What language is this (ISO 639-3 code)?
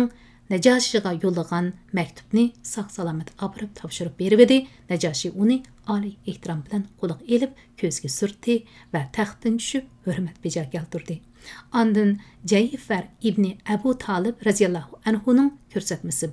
uig